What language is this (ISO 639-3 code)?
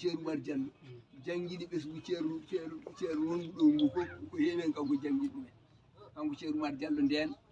ful